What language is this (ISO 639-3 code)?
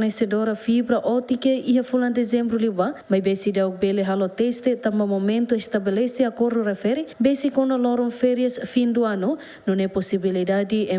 tet